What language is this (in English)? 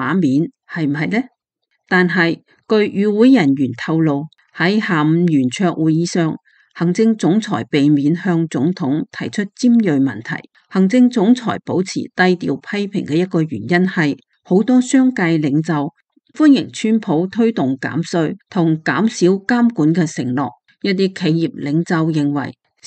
Cantonese